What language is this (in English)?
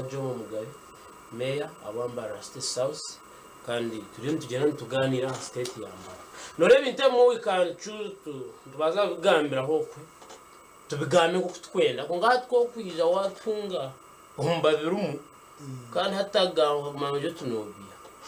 Nyankole